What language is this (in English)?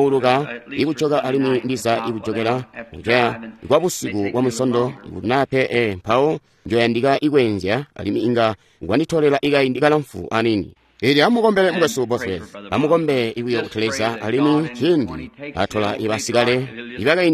Tonga (Zambia)